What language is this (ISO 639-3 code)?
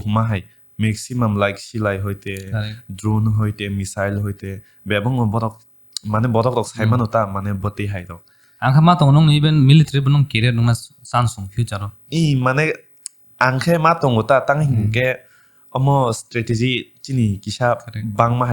trp